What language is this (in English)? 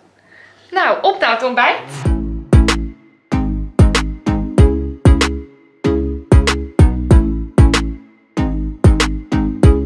Dutch